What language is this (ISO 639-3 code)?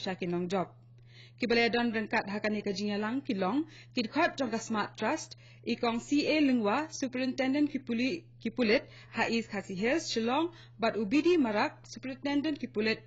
kha